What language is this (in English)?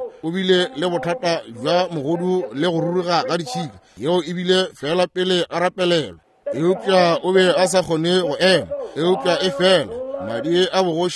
Northern Sotho